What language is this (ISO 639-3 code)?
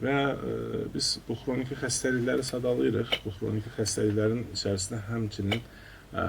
aze